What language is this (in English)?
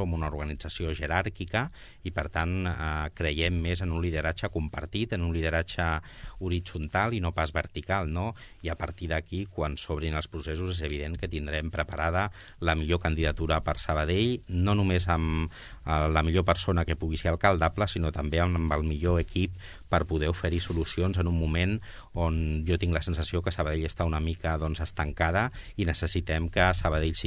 Catalan